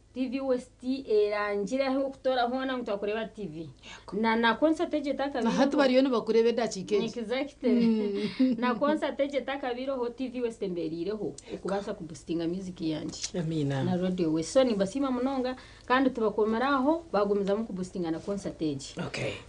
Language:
Nyankole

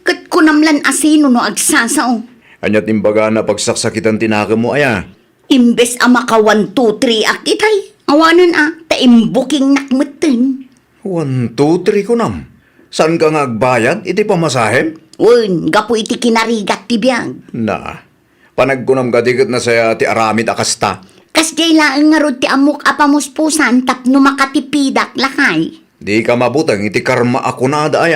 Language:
Iloko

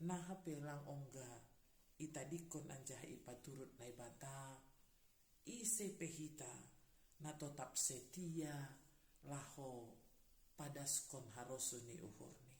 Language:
Batak Simalungun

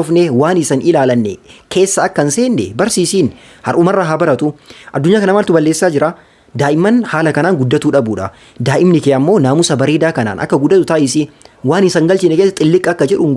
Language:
Oromo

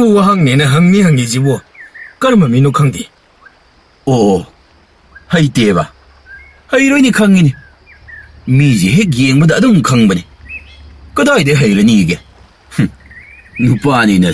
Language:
Manipuri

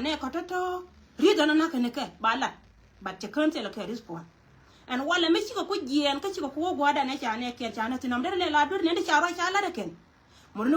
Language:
Nuer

